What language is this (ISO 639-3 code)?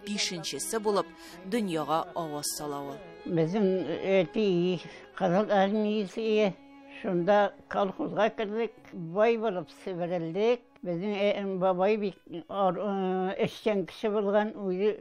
tat